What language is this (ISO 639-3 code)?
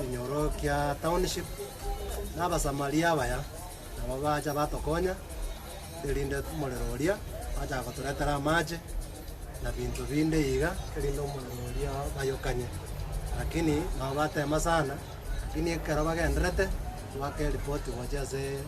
guz